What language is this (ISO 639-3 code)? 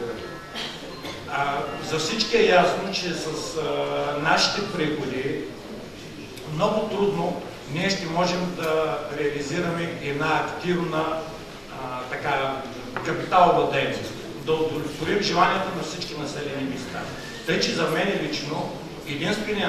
bul